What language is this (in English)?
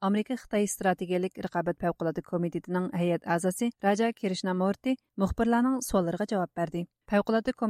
Uyghur